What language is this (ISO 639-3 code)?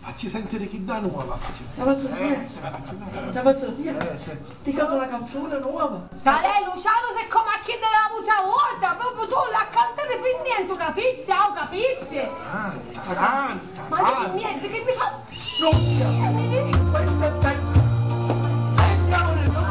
scn